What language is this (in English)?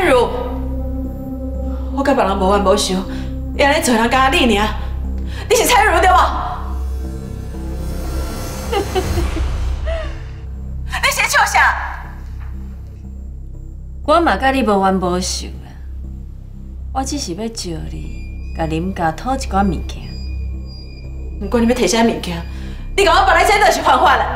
Min Nan Chinese